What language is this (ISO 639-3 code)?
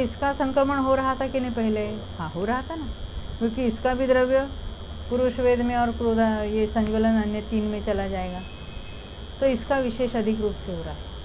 hin